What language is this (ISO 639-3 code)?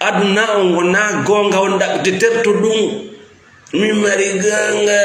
ful